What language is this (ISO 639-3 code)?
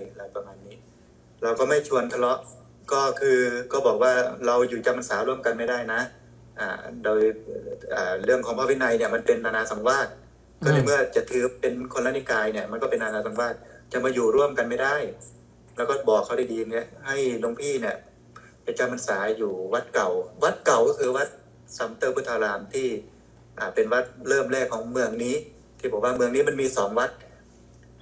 tha